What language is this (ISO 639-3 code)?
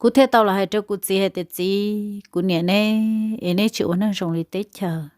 hmn